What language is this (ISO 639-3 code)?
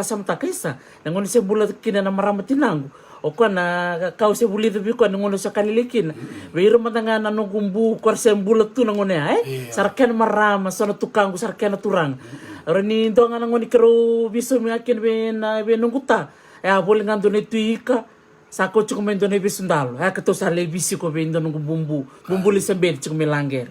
fij